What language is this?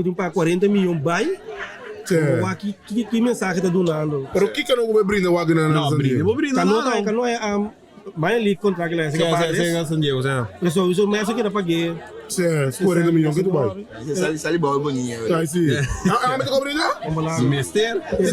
Papiamento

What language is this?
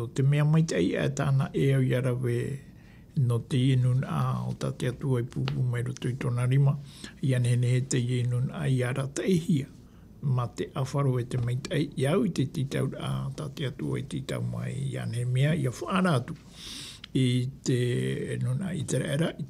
Tahitian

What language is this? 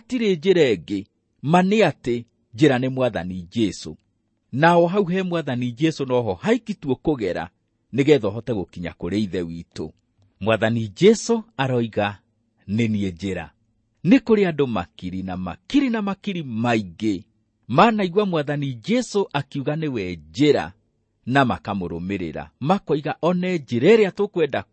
Kikuyu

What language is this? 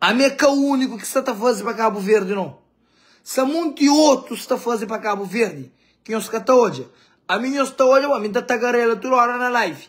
Kabuverdianu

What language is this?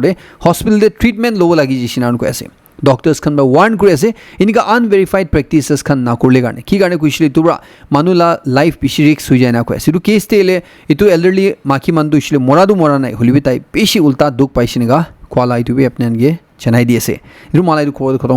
Naga Pidgin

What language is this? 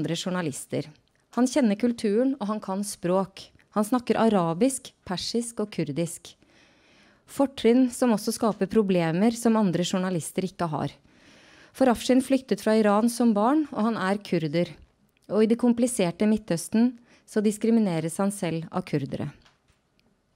Norwegian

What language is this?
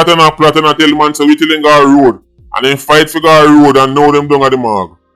Jamaican Creole English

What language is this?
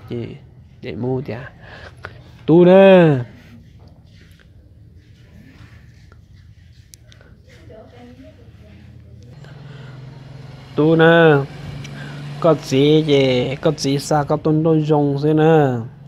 Vietnamese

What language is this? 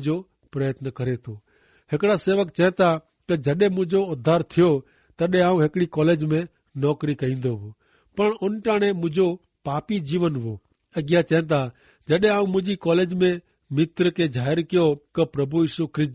Kachhi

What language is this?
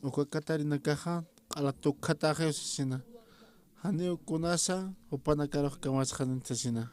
Aymara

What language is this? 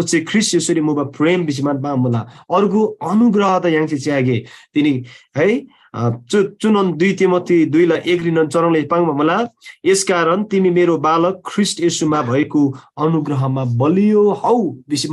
Eastern Tamang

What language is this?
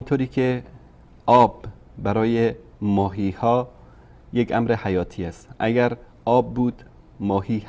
Persian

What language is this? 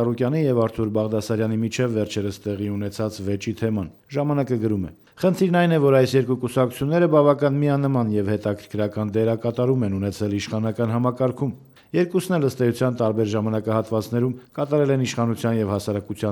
Armenian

